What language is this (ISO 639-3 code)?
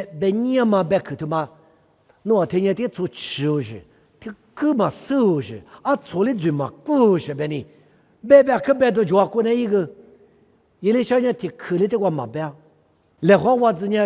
lis